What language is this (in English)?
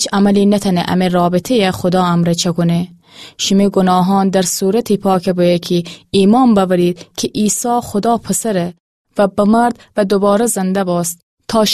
Gilaki